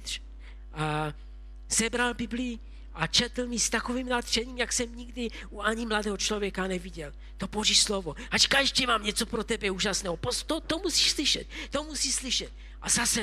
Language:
Czech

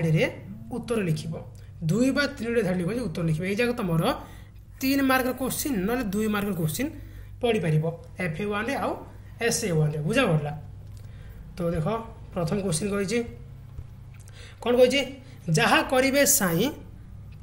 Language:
Odia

